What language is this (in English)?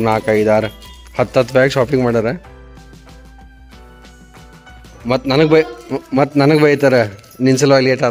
Kannada